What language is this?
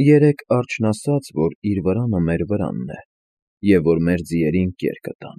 Armenian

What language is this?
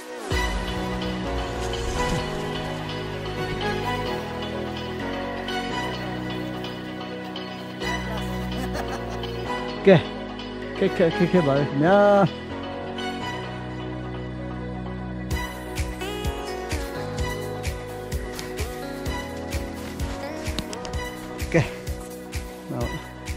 Burmese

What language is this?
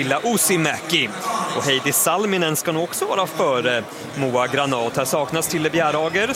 Swedish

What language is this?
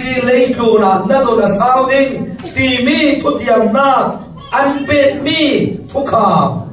Falam Chin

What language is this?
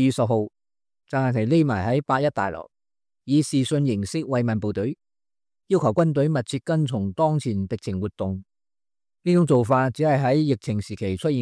Cantonese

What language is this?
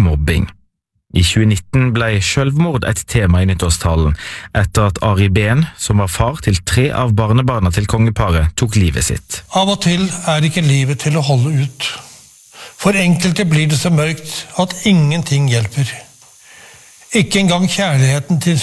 Norwegian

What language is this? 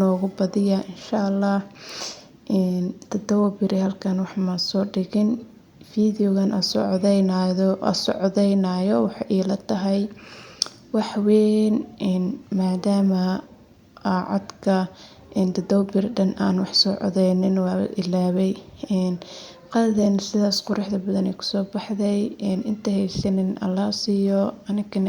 Somali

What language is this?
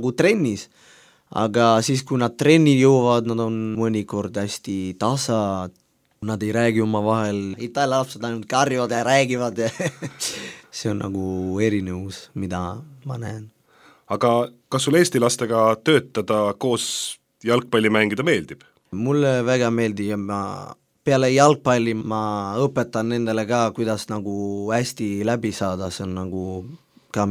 Estonian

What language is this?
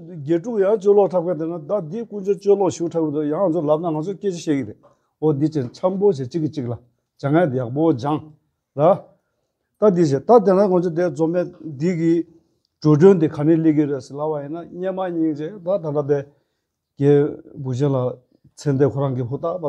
Tibetan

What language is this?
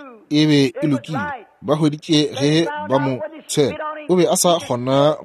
Northern Sotho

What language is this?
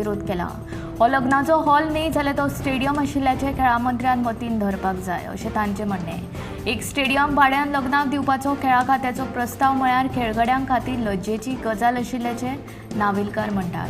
Konkani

